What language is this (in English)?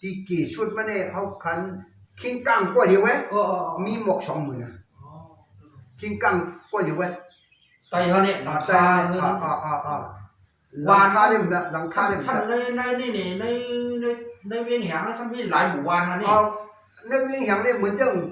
Shan